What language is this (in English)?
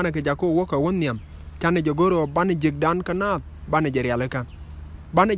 Nuer